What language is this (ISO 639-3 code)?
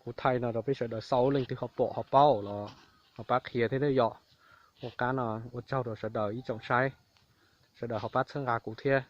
hmn